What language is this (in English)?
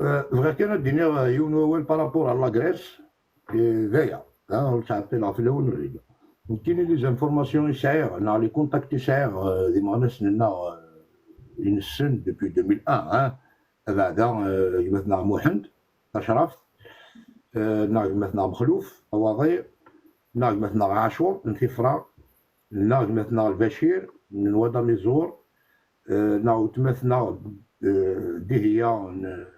Kabyle